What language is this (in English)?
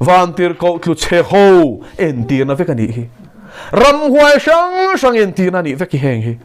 Mizo